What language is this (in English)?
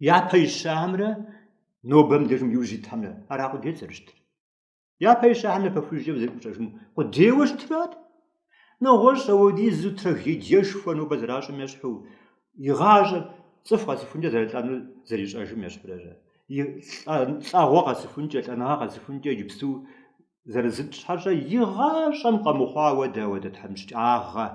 Kabardian